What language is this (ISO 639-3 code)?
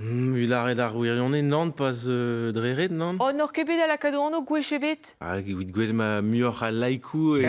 bre